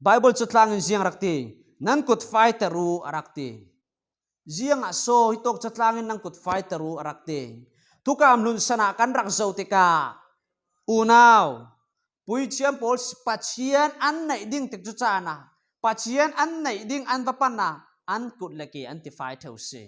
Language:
Falam Chin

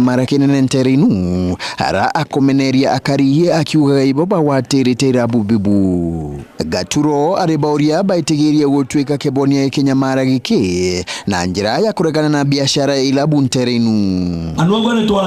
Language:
Meru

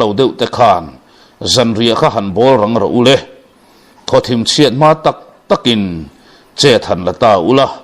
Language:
Mizo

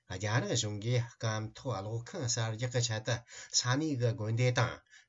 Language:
Tibetan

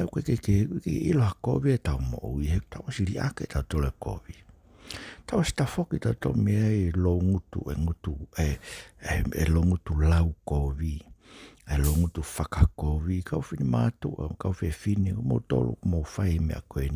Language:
Tongan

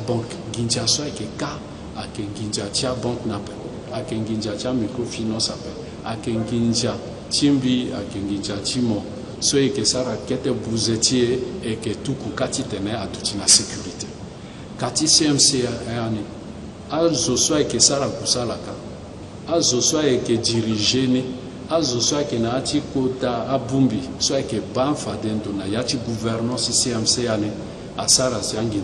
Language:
Sango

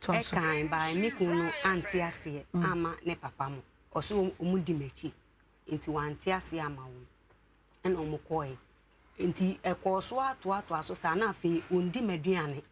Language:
Akan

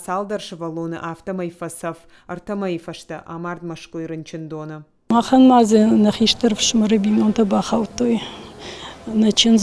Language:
Ossetic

